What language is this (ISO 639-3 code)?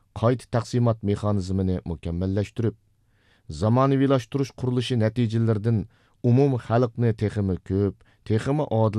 uig